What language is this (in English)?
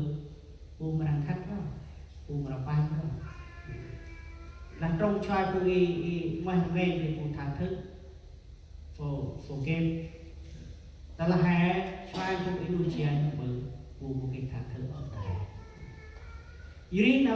Central Mnong